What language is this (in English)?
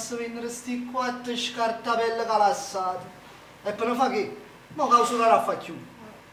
Neapolitan